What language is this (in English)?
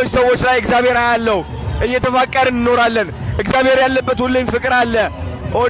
Amharic